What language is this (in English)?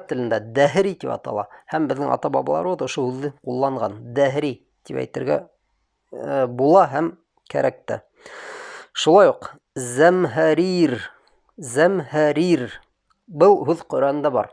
Bashkir